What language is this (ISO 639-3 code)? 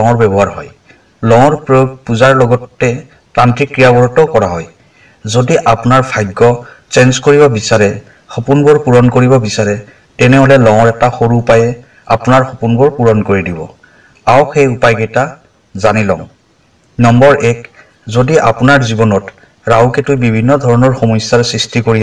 asm